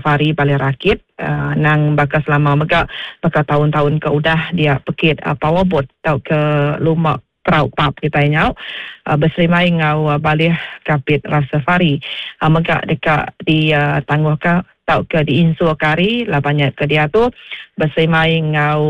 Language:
Iban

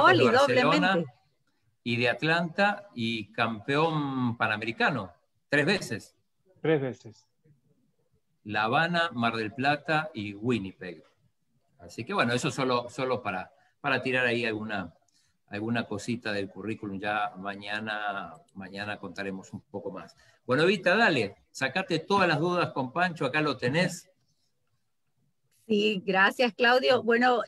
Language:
Spanish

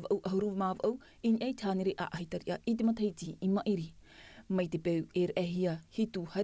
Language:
Tahitian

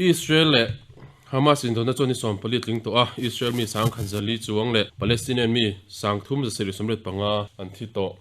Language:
Mizo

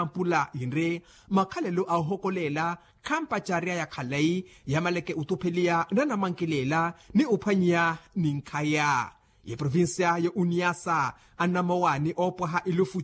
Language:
Makhuwa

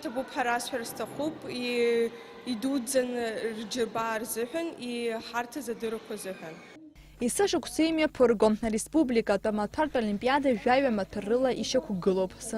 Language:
Abkhazian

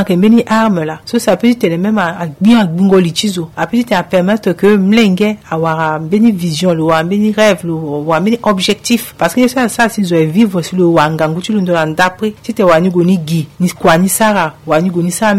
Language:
Sango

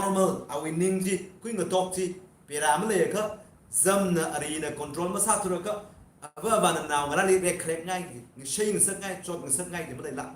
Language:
Tangkhul Naga (India)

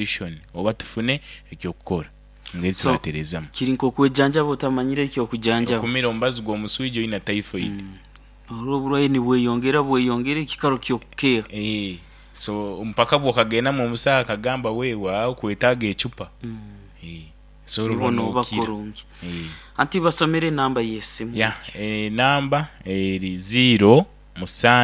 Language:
Nyoro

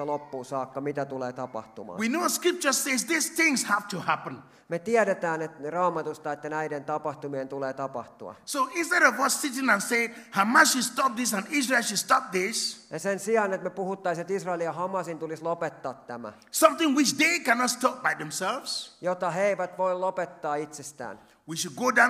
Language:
Finnish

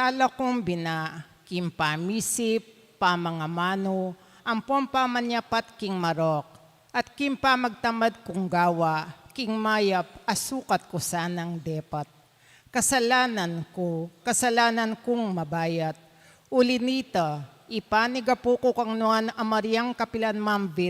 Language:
Pampanga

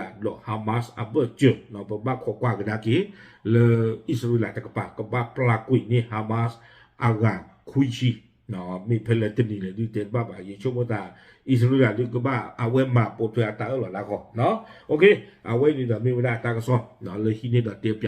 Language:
S'gaw Karen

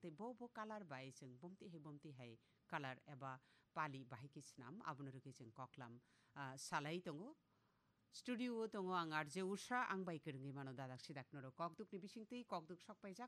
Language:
Kok Borok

